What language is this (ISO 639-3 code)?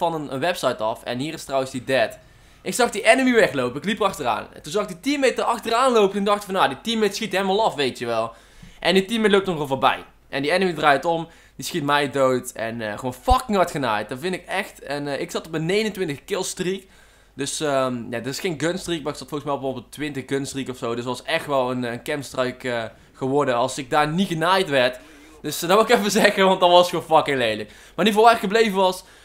nld